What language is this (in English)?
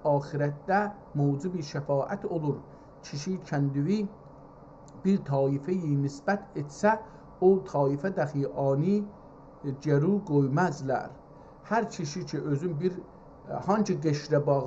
South Azerbaijani